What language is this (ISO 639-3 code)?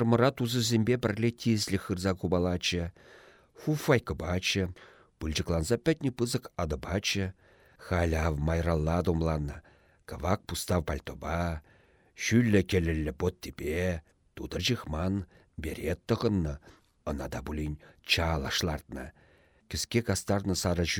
chv